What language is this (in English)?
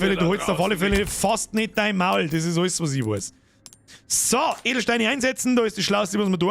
Bavarian